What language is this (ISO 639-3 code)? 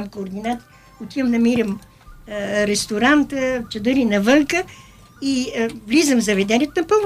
bul